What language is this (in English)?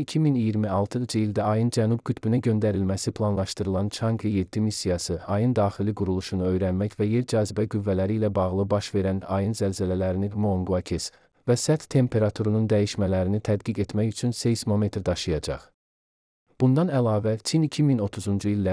Azerbaijani